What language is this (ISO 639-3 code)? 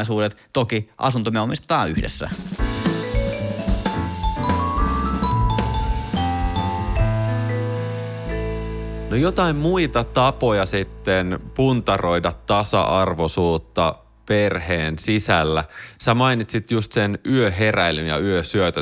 fin